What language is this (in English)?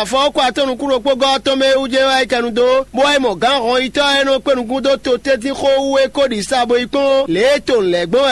Fon